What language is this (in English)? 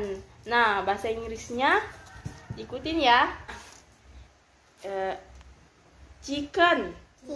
Indonesian